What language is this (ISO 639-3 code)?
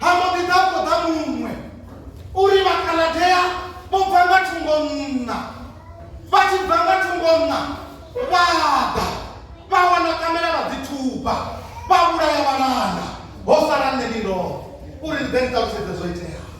ven